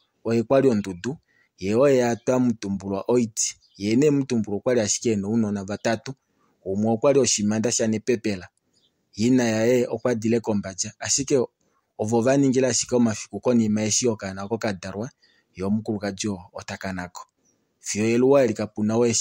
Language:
Kuanyama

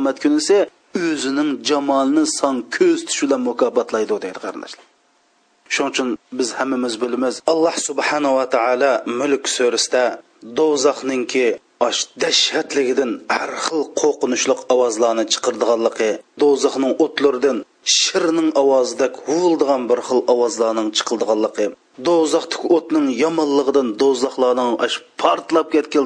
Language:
Uyghur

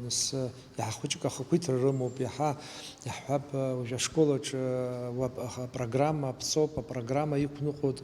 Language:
Abkhazian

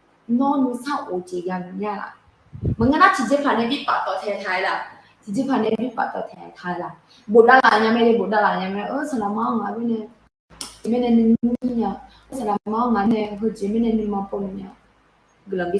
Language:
Akha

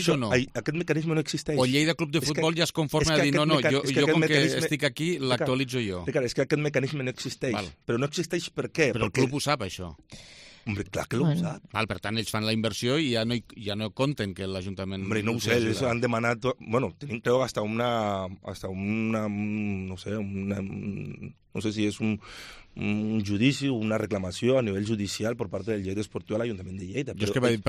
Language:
Catalan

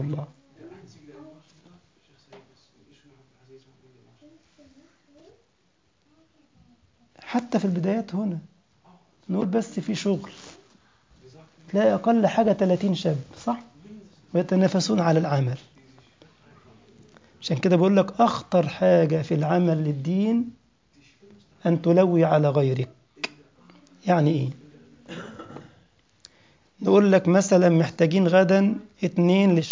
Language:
Egyptian Arabic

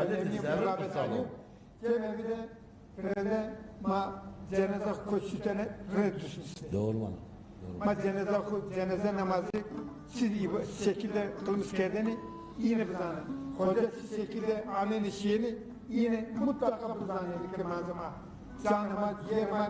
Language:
Zaza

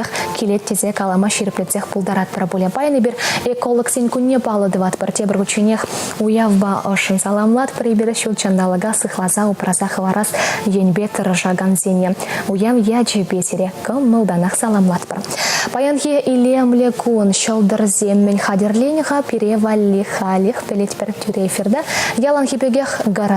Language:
Chuvash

